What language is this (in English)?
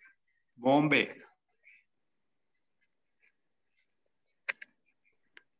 Malayalam